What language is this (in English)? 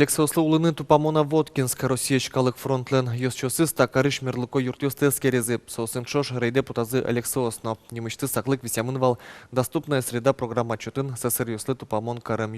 Udmurt